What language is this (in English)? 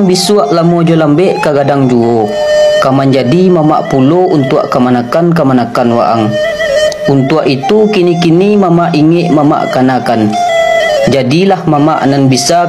Minangkabau